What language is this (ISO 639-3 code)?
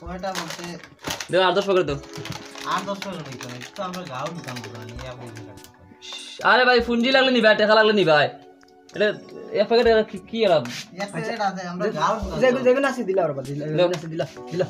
syl